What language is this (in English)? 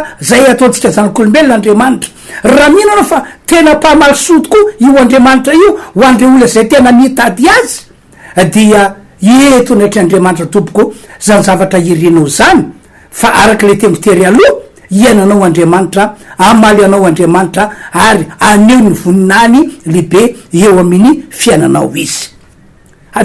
Malagasy